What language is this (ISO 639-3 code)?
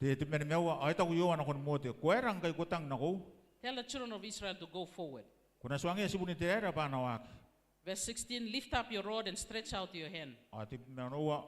gil